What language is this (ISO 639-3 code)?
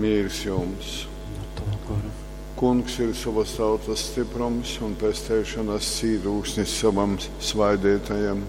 ltg